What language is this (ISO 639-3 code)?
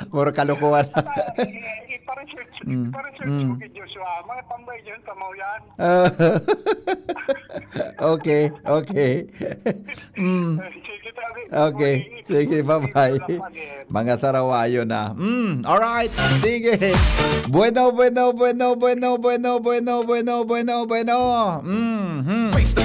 bik